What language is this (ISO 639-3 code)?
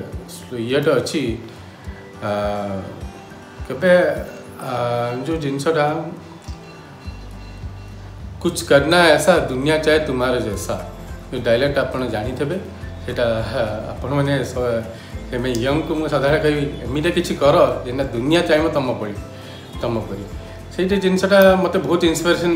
ori